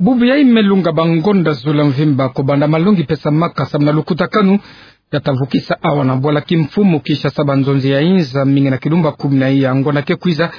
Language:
Kituba (Democratic Republic of Congo)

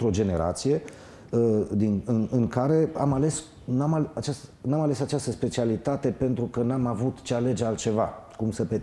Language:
Romanian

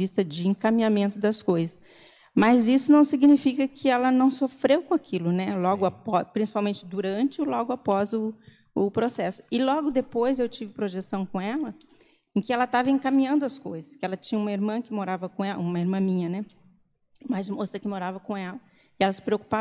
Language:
Portuguese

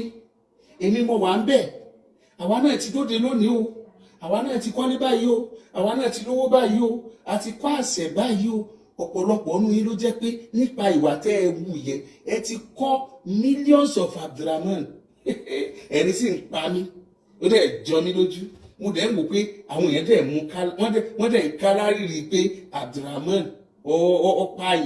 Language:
Yoruba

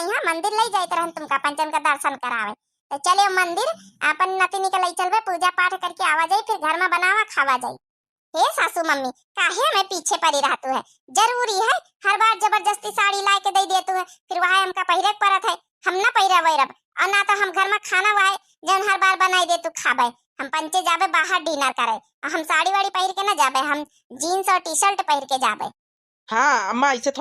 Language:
Awadhi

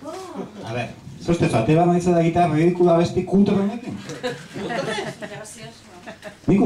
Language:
Basque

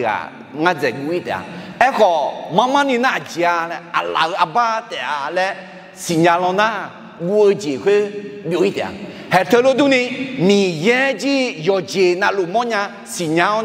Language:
Akha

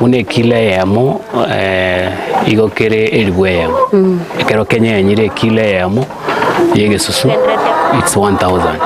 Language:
Gusii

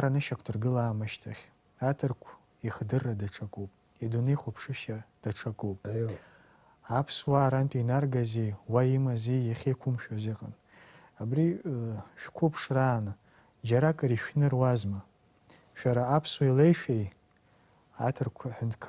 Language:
Abkhazian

